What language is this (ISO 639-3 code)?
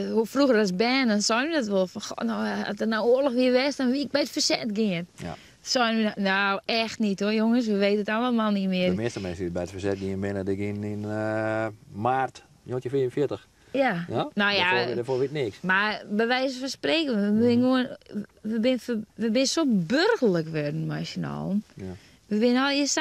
fry